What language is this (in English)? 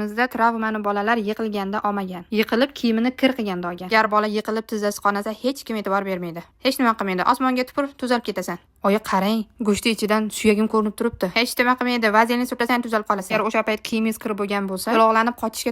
Uzbek